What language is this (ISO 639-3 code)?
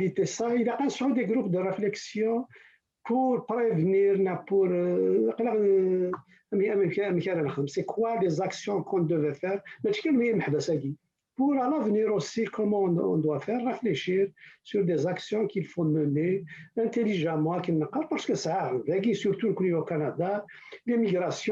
kab